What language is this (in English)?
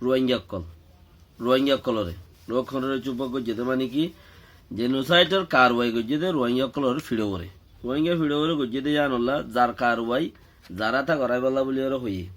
Rohingya